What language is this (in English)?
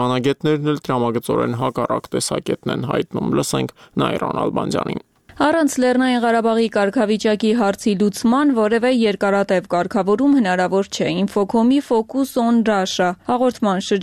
Armenian